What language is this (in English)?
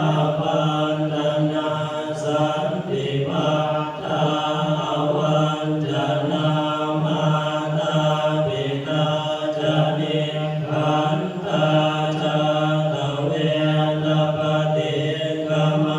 Pali